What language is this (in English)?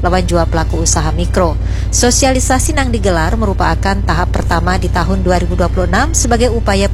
Banjar